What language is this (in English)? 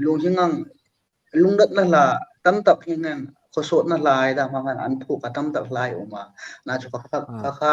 Hmar